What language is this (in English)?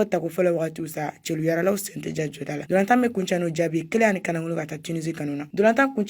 Bambara